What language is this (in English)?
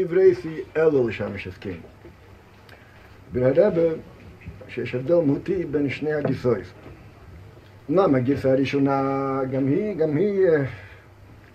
Hebrew